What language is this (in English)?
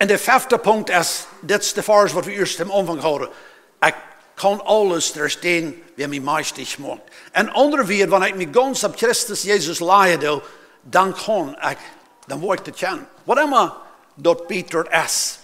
Plautdietsch